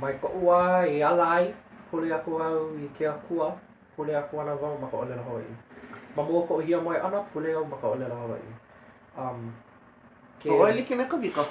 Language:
Hawaiian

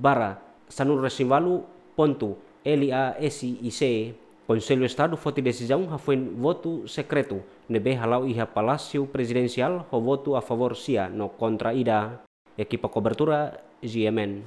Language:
Tetum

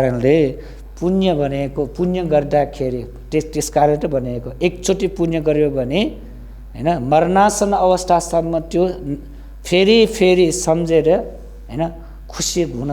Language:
Nepali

